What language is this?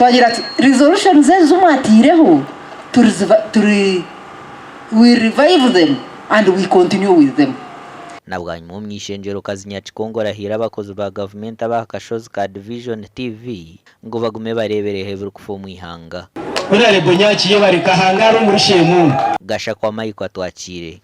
Nyankole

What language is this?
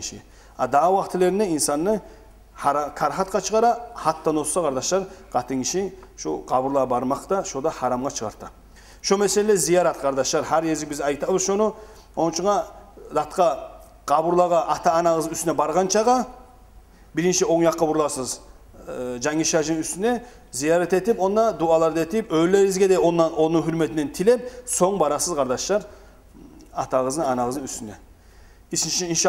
Kumyk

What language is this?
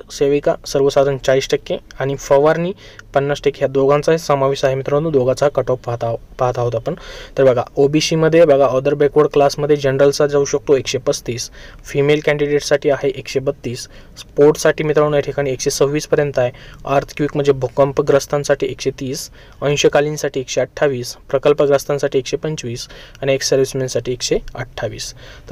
Marathi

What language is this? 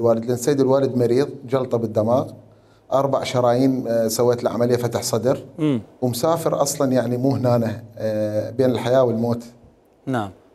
Mesopotamian Arabic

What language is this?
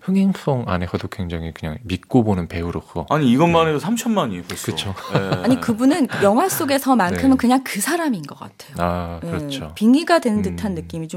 Korean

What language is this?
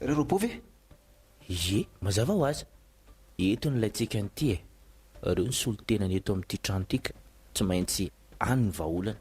Malagasy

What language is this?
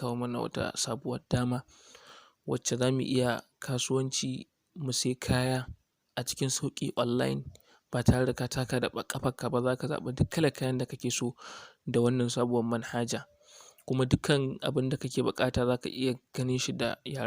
Hausa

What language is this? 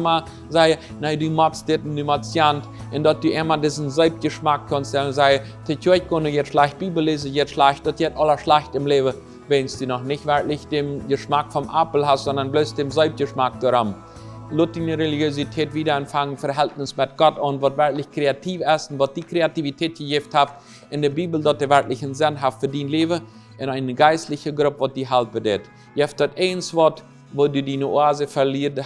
Plautdietsch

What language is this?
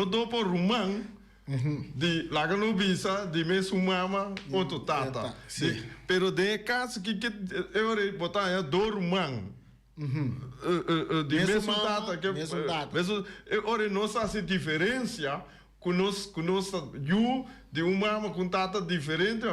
Papiamento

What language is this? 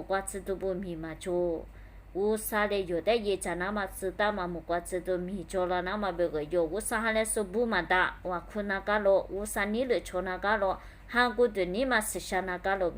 Lisu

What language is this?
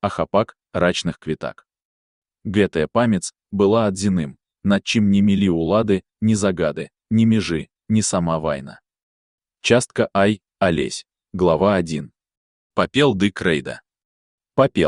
Belarusian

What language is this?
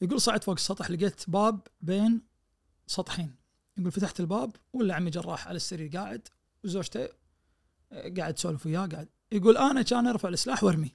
Najdi Arabic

